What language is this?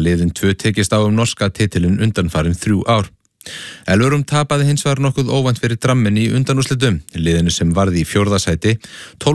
Icelandic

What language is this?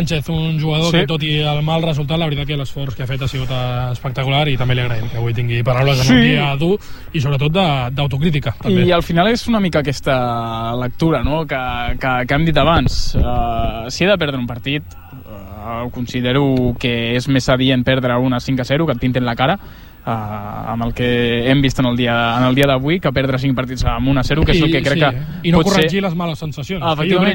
Catalan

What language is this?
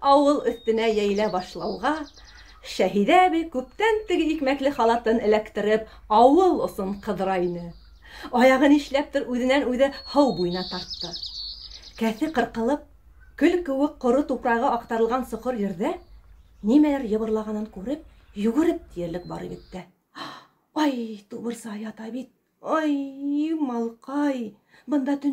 Bashkir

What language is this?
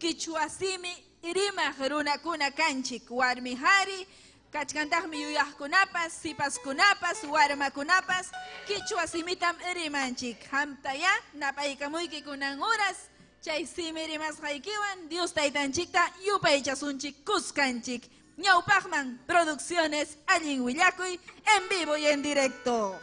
Ayacucho Quechua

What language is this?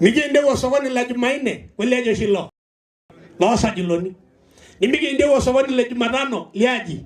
Masai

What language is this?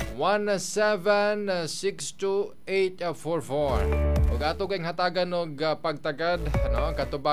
Cebuano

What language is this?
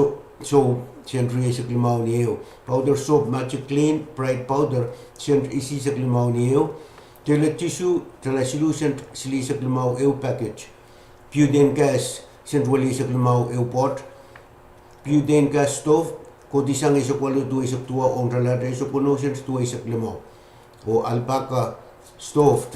Pohnpeian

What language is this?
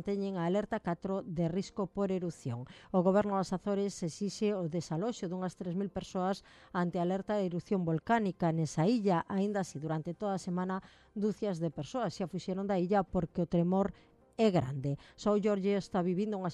Galician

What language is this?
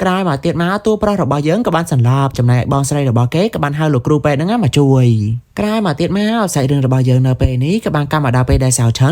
Khmer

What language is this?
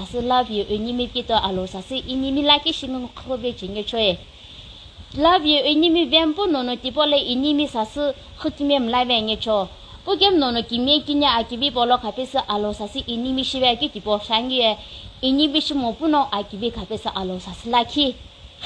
Sumi Naga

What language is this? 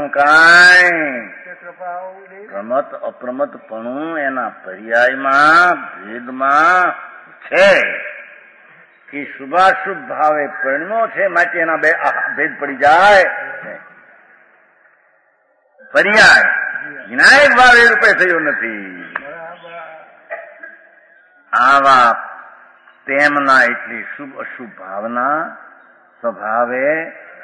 Gujarati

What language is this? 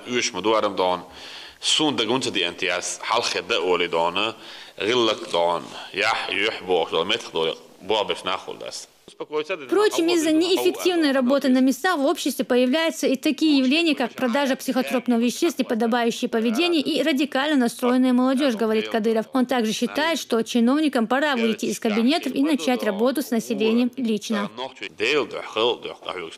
Chechen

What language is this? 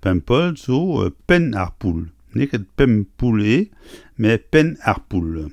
Breton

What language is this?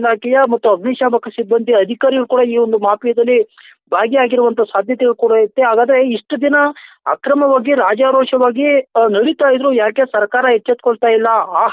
Kannada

